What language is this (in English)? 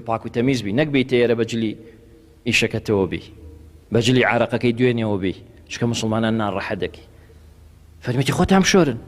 Central Kurdish